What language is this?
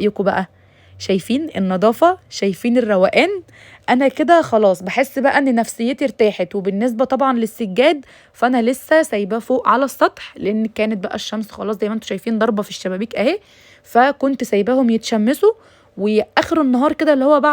Egyptian Arabic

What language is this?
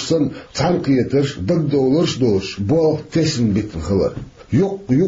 Chechen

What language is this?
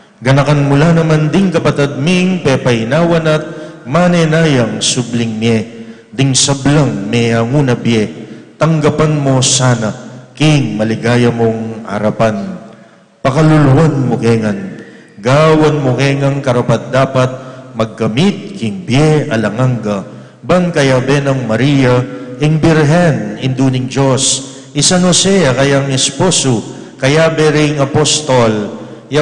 Pampanga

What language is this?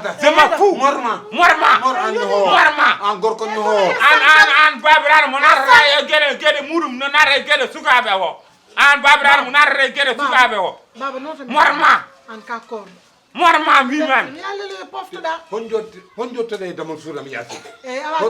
Fula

